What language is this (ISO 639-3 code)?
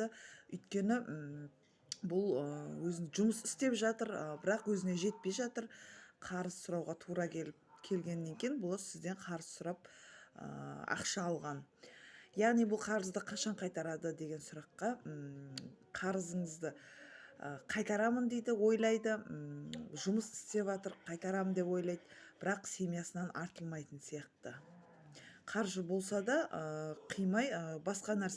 kaz